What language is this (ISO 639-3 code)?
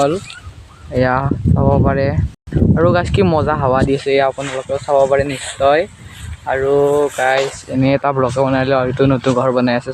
asm